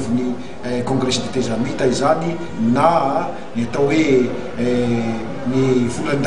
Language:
Malagasy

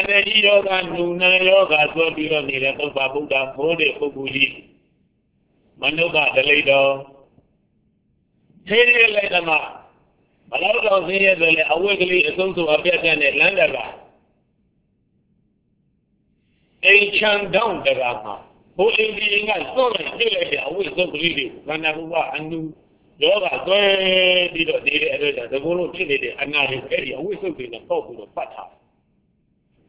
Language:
Burmese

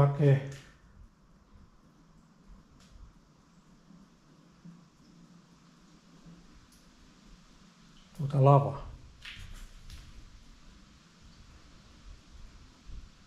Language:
Finnish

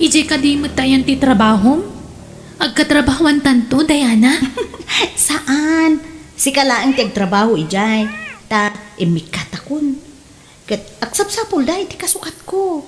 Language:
Iloko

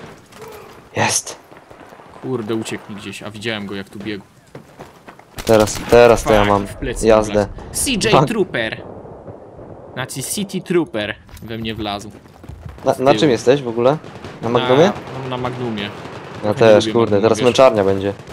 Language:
Polish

